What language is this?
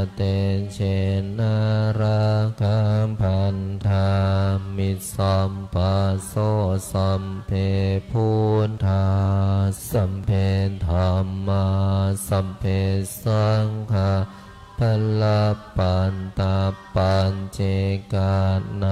Pali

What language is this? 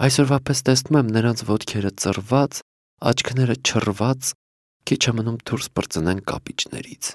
Armenian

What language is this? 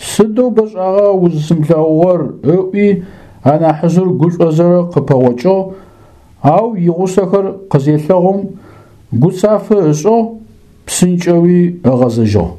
Adyghe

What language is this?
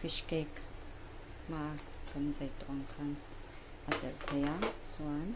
Mizo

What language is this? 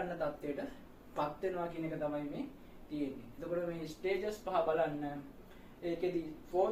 Sinhala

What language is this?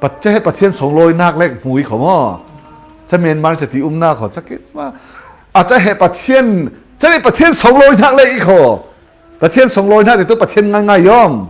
Falam Chin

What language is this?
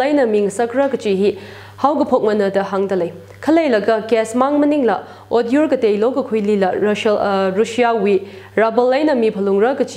Tangkhul Naga (India)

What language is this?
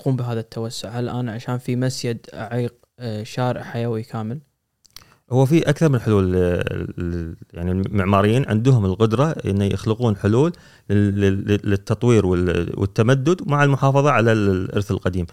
Gulf Arabic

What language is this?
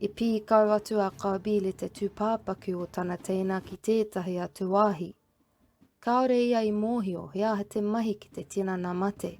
Māori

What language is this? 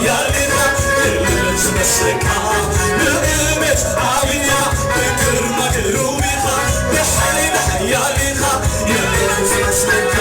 Tigrinya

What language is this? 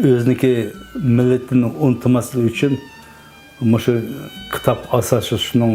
Uyghur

